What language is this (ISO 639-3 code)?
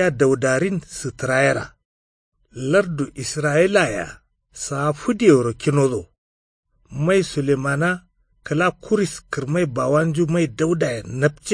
kau